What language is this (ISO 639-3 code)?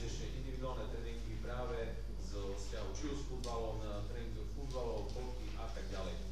slk